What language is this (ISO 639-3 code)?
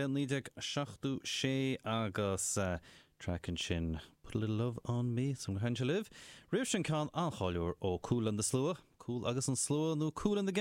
gle